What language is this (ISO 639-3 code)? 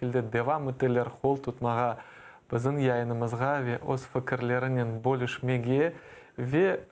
crh